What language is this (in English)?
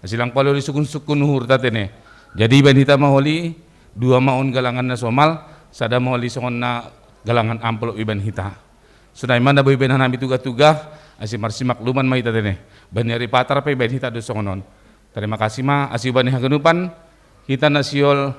Batak Simalungun